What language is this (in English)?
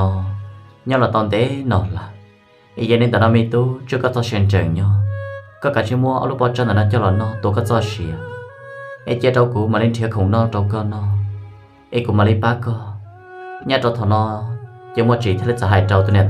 Hmong